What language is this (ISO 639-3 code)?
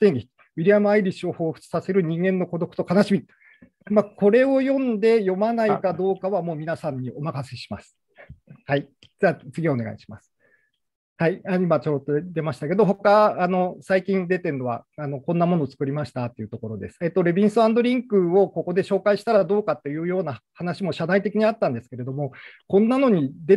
jpn